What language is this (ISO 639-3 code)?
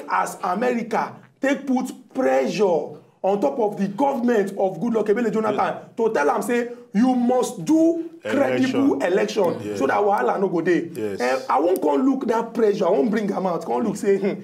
pcm